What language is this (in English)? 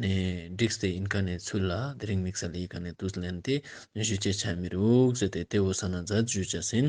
Ladakhi